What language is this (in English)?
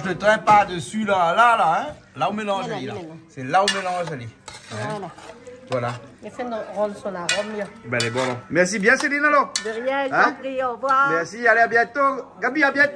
Réunion Creole French